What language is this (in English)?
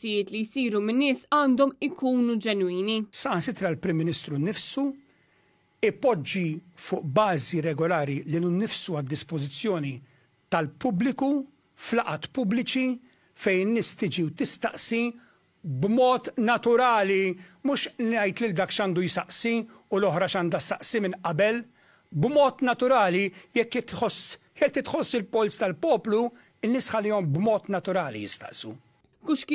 Maltese